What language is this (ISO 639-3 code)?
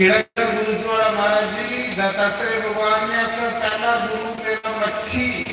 doi